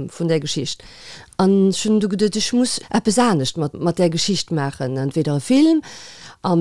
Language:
Luxembourgish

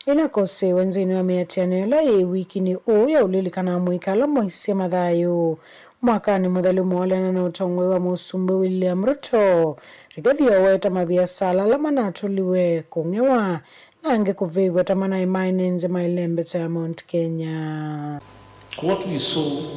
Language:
Kamba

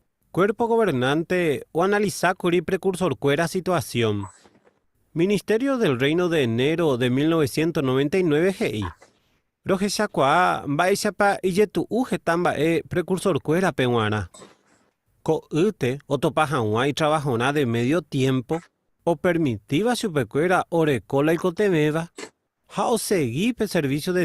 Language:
Guarani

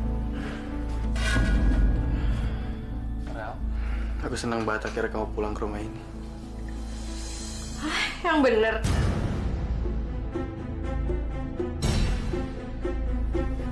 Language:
Indonesian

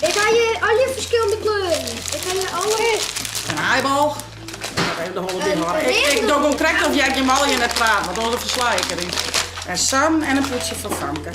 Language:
Western Frisian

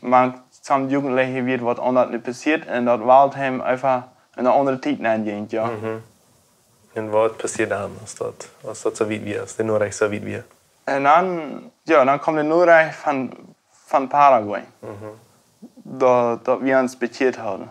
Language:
Plautdietsch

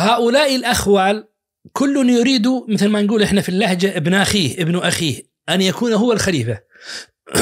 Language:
Najdi Arabic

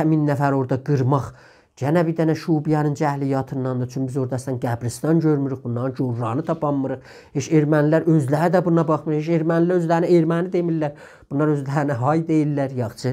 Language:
South Azerbaijani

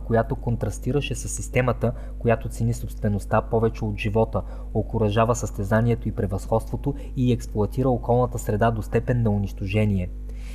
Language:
Bulgarian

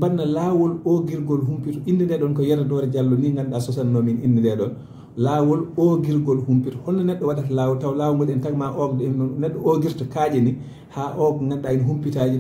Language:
Fula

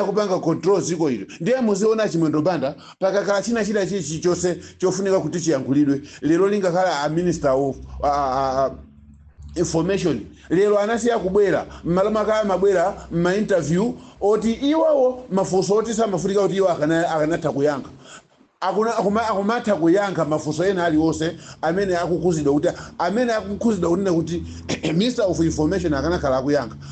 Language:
Nyanja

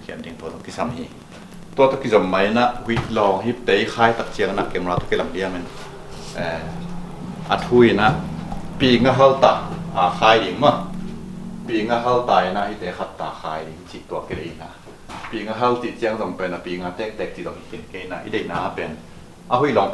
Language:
Tedim Chin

